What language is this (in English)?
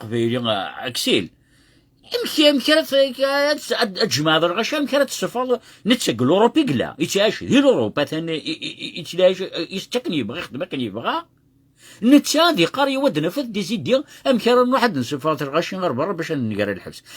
Kabyle